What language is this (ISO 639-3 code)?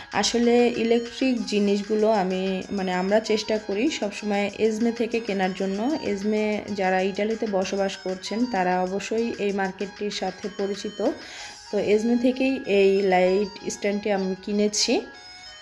ben